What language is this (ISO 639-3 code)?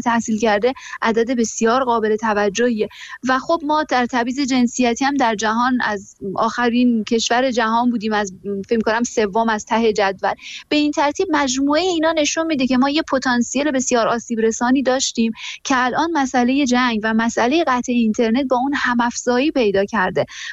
fas